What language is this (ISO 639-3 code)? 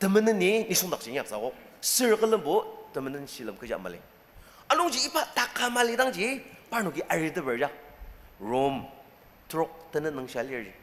njo